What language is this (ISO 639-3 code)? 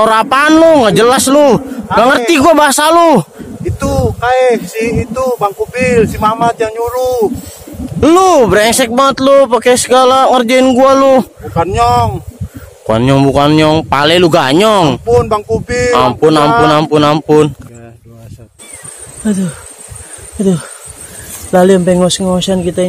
bew